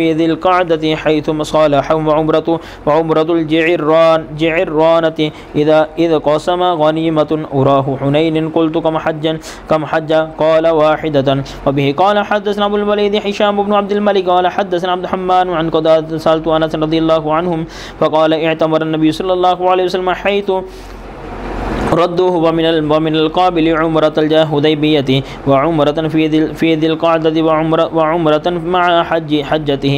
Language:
Urdu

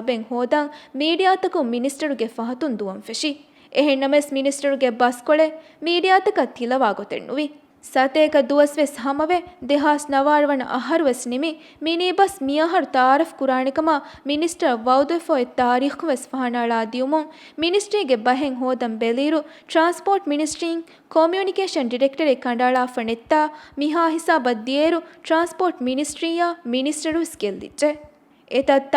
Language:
Divehi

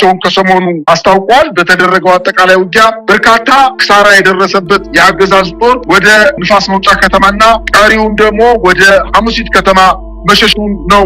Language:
Amharic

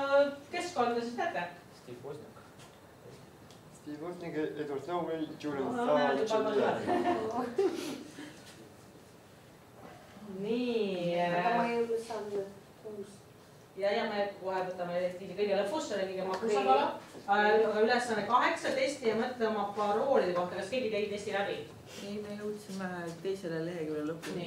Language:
Estonian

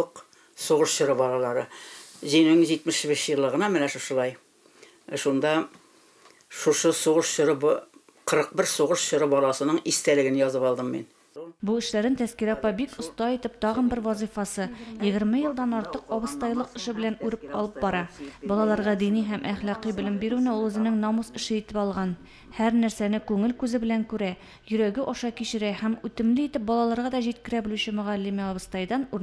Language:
Tatar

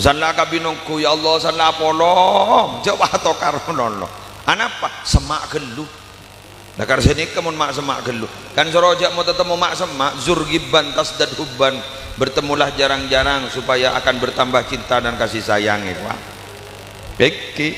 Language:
Madurese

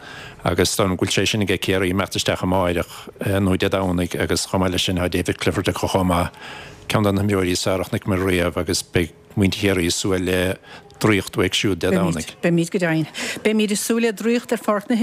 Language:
Irish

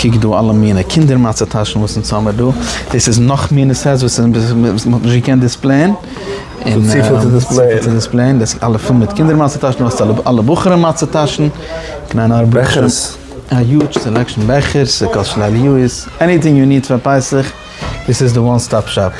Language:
Yiddish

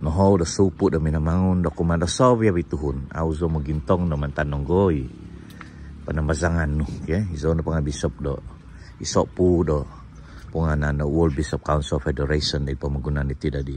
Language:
Central Dusun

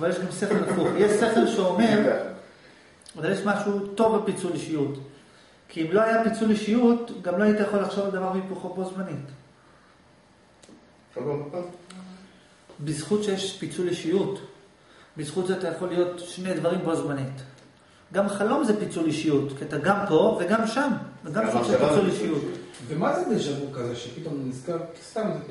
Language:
Hebrew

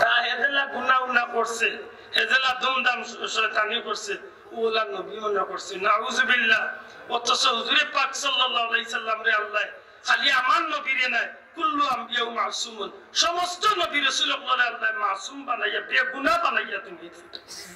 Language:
Sylheti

